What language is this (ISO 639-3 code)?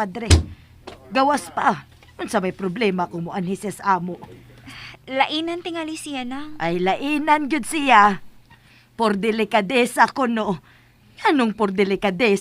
ceb